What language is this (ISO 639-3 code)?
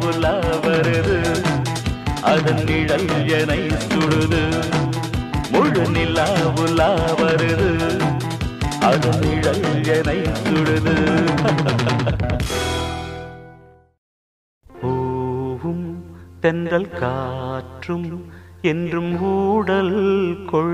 tam